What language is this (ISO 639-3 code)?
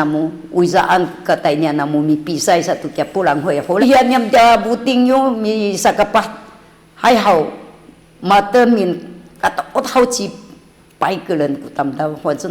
szy